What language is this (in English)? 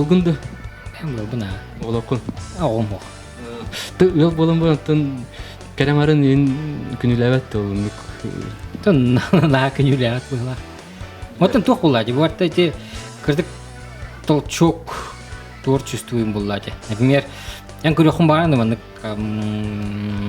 Yakut